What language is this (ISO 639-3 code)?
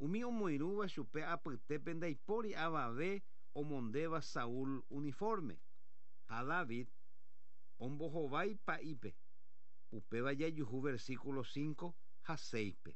grn